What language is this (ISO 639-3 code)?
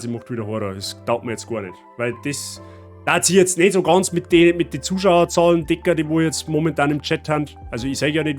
bar